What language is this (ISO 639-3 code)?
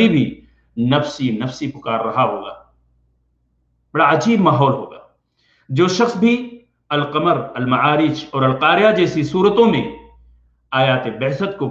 urd